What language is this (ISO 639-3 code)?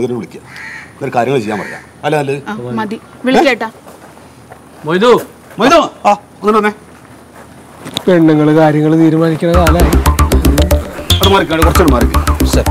mal